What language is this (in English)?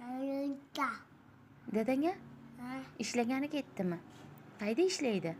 Uzbek